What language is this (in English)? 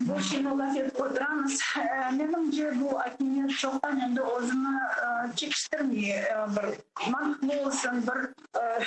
Crimean Tatar